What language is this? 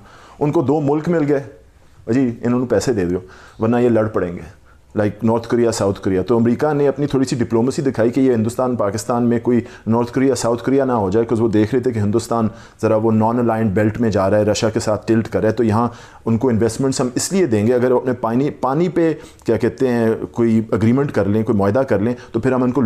Urdu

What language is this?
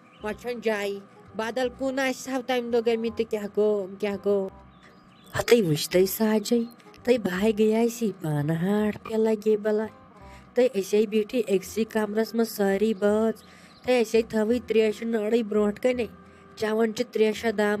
Kashmiri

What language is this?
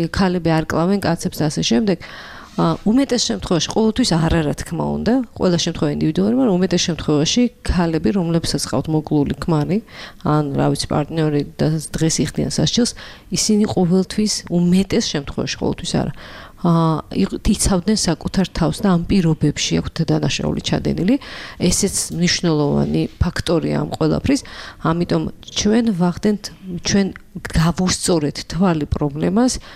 Georgian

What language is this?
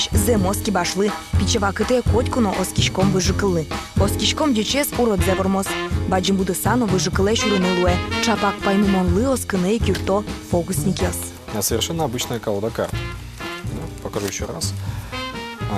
Udmurt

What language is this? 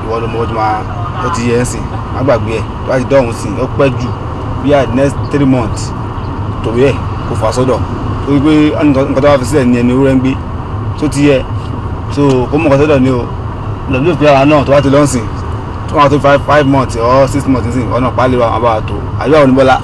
Yoruba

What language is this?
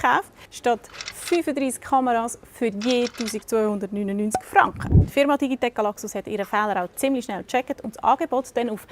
Swiss German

